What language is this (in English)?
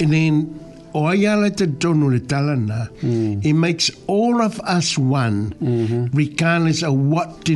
Samoan